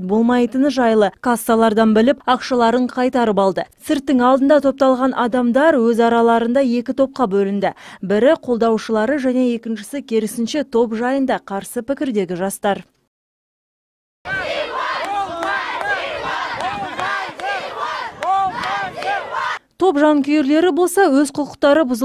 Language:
Kazakh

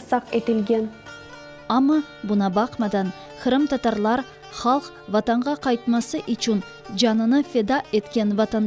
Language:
Crimean Tatar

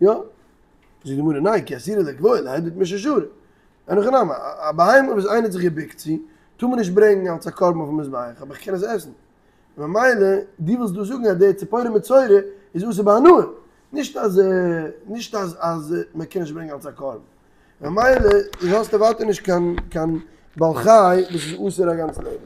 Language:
Yiddish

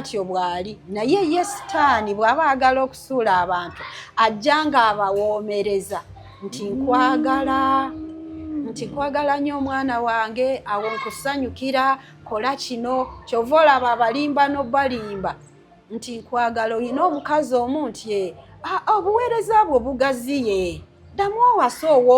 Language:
Ganda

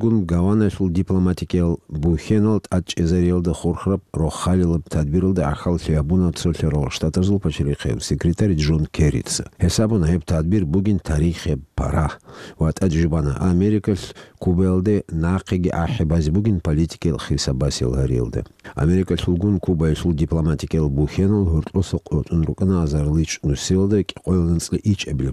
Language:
Avaric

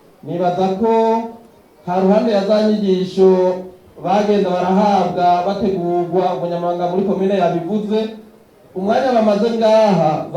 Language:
Rundi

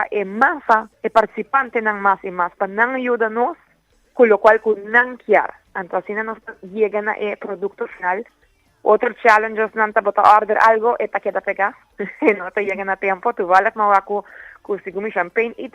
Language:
Papiamento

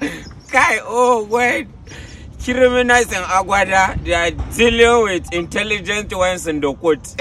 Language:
Nigerian Pidgin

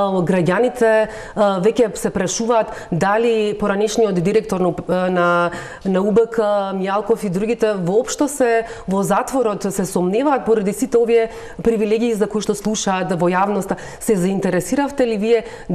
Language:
Macedonian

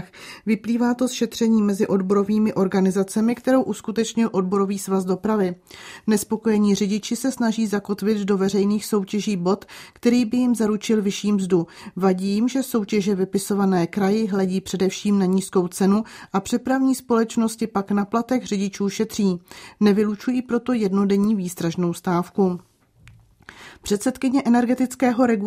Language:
Czech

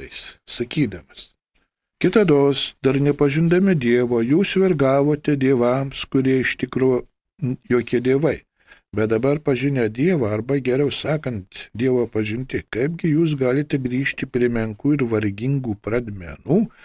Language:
Lithuanian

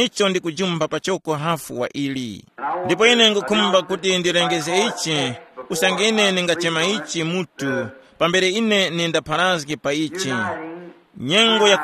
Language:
Tumbuka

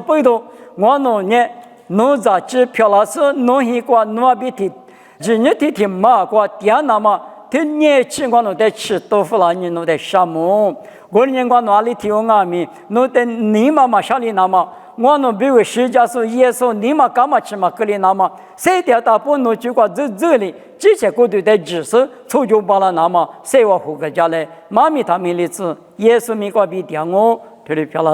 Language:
Lisu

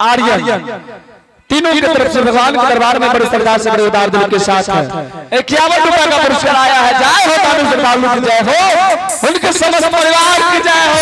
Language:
Angika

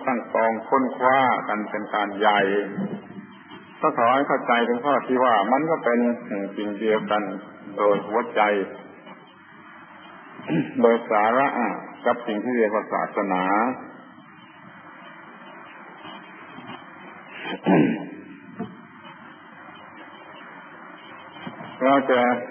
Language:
Thai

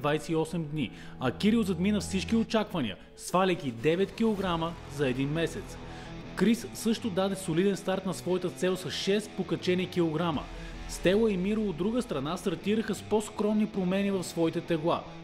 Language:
Bulgarian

